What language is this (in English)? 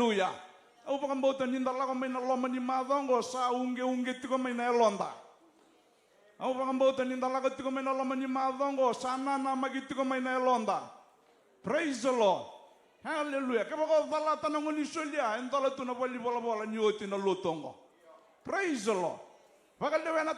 Fijian